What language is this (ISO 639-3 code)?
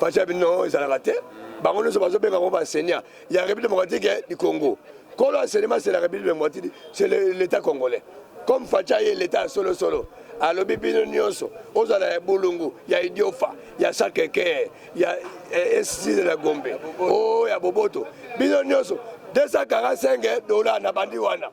lin